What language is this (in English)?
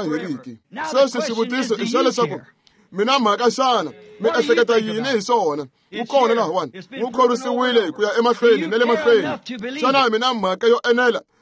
Tsonga